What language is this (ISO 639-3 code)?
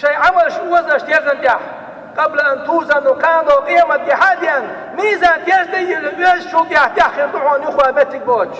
che